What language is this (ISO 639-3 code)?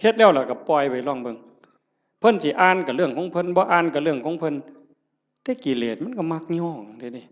tts